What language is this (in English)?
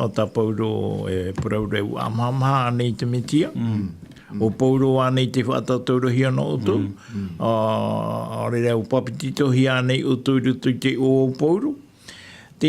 Tahitian